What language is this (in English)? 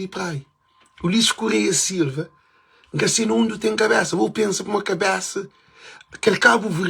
Kabuverdianu